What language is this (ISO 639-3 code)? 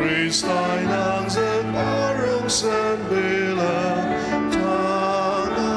njo